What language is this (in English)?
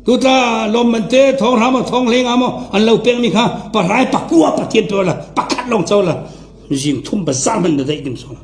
Falam Chin